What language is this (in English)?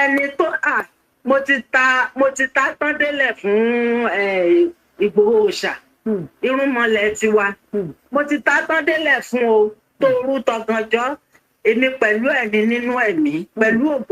Yoruba